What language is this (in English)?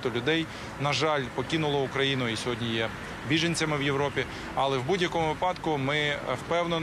Ukrainian